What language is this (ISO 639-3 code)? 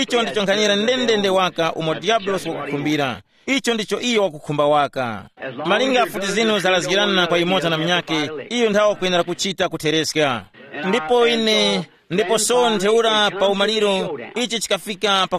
tum